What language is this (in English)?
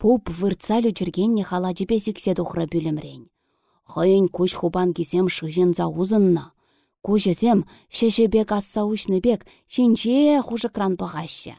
Chuvash